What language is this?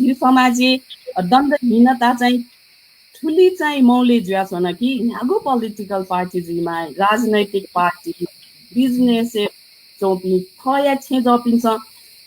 Newari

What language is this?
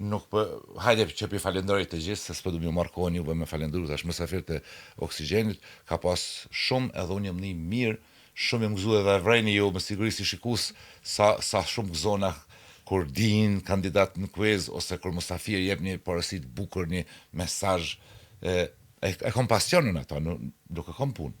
Albanian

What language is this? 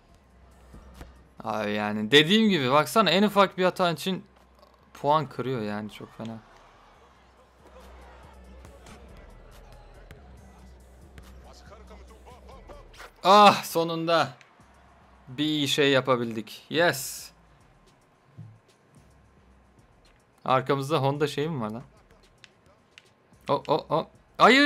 Turkish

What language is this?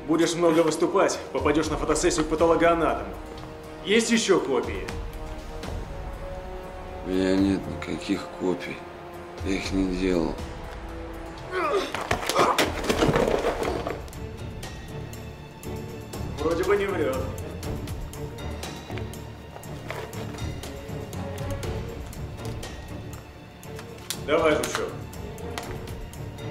Russian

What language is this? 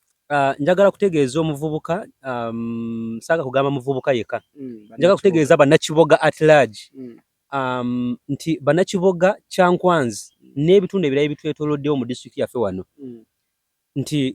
Ganda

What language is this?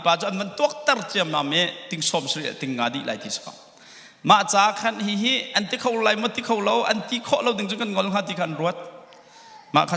Hakha Chin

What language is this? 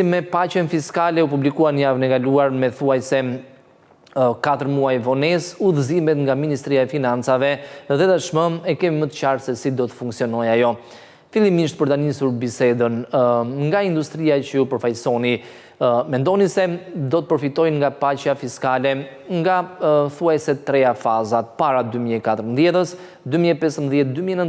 Albanian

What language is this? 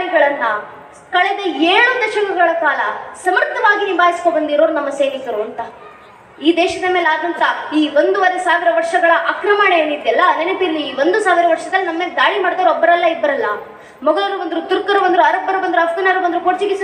Kannada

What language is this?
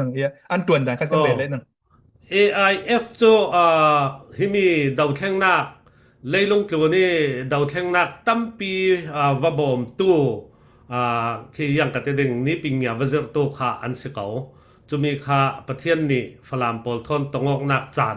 Falam Chin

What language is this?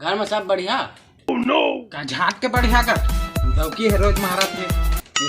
Chhattisgarhi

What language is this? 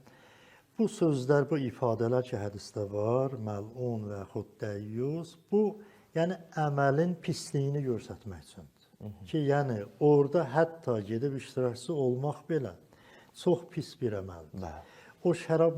Azerbaijani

